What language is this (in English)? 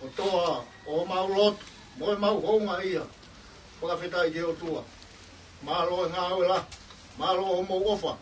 Tongan